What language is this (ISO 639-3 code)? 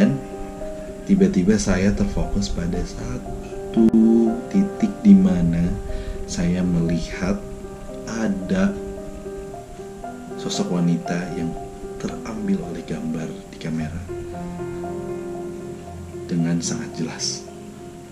ind